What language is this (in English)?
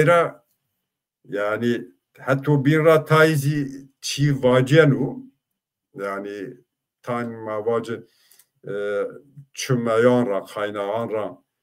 Zaza